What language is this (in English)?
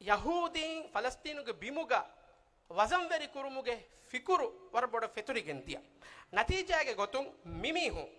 Divehi